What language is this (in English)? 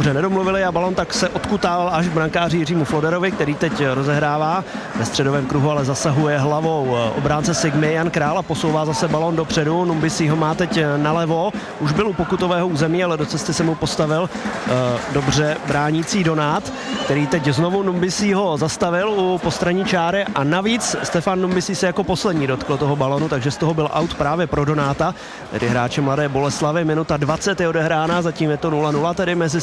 Czech